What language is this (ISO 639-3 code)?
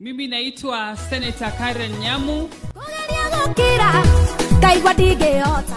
kik